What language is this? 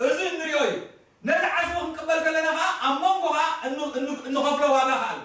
Tigrinya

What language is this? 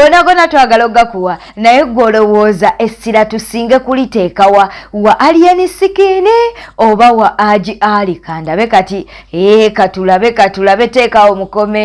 Ganda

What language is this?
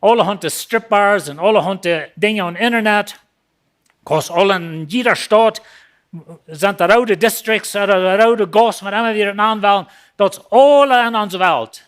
Plautdietsch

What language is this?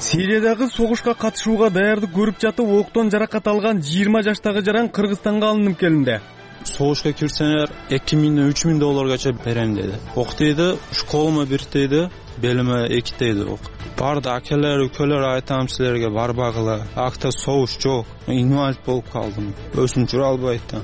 Kyrgyz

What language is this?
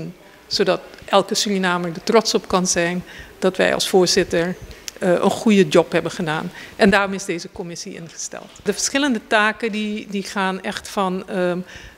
Dutch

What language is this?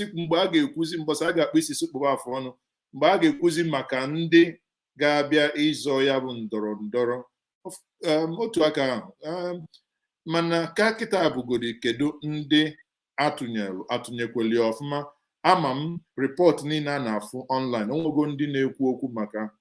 Igbo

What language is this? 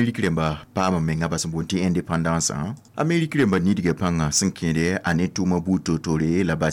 Mossi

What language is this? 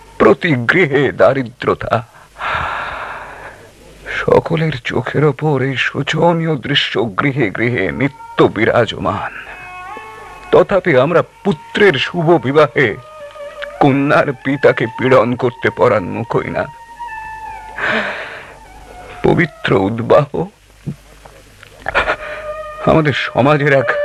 Bangla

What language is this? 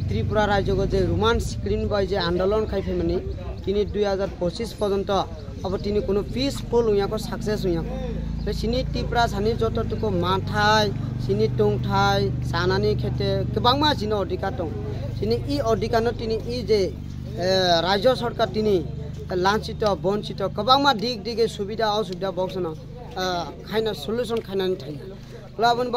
Kok Borok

